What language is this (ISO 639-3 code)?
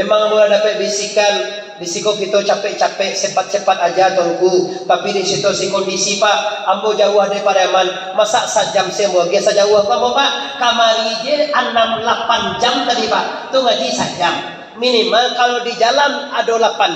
min